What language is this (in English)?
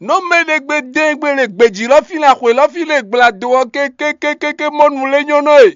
Fon